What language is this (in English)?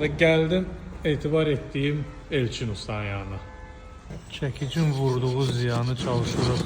Azerbaijani